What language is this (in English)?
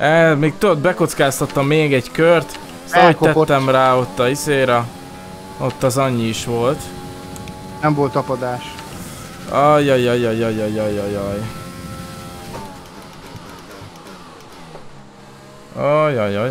Hungarian